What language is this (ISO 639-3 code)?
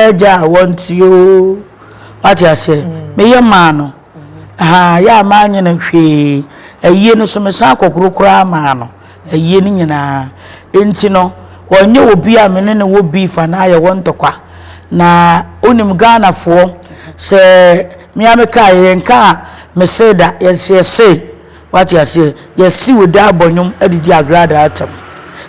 aka